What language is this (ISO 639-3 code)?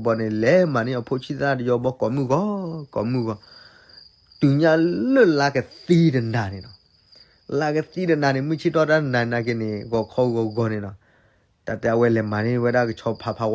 ksw